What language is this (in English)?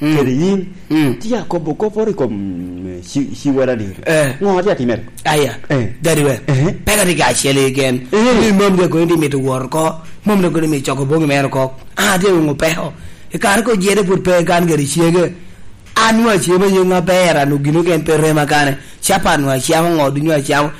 Lango (Uganda)